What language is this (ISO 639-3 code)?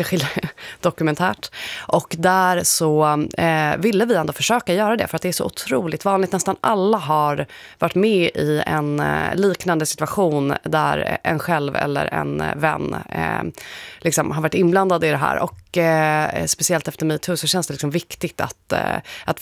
swe